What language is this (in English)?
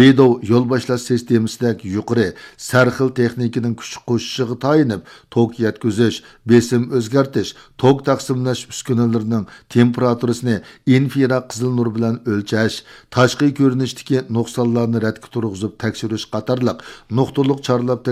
Uyghur